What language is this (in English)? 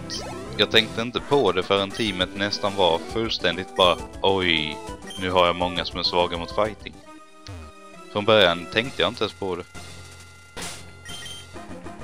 Swedish